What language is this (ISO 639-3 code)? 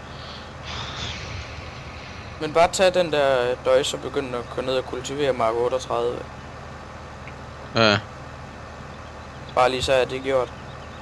dan